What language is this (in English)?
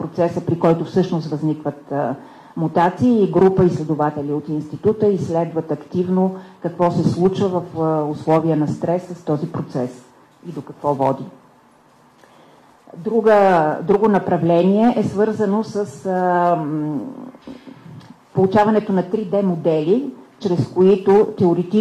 Bulgarian